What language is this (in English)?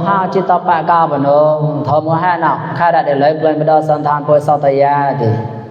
Mon